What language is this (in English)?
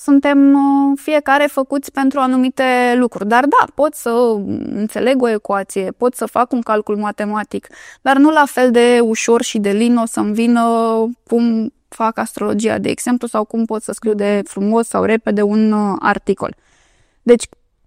Romanian